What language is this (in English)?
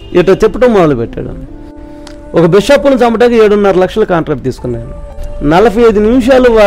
Telugu